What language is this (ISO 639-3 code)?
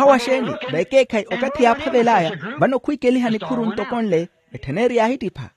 vmw